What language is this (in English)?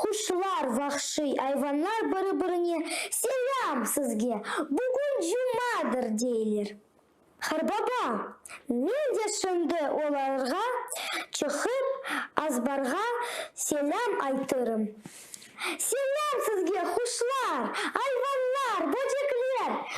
Crimean Tatar